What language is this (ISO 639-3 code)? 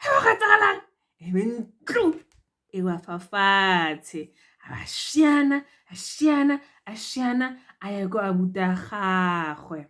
tsn